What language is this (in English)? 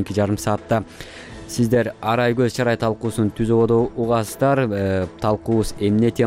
Kyrgyz